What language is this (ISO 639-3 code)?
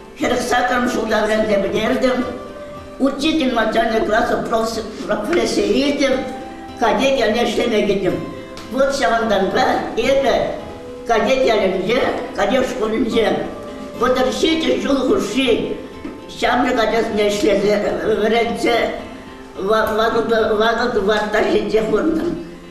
chv